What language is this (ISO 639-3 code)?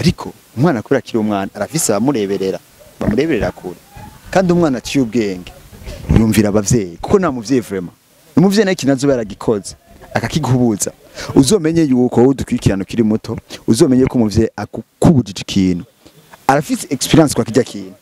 run